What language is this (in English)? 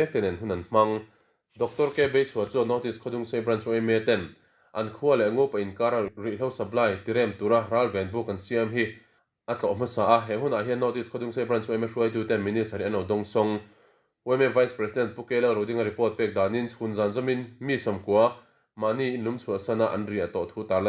Mizo